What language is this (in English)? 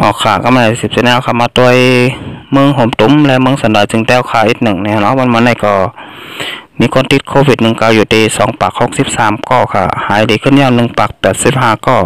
Shan